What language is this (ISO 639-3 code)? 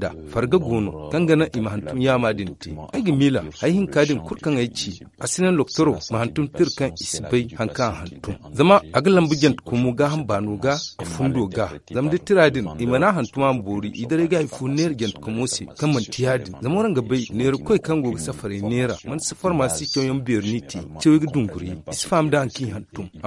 dje